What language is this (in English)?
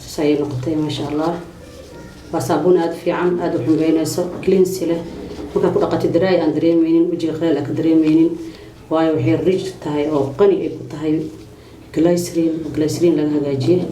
Somali